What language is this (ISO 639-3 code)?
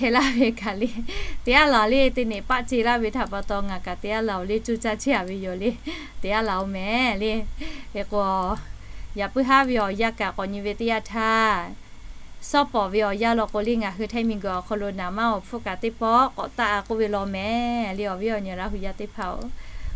lhu